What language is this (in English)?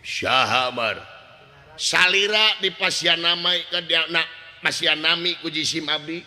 Sundanese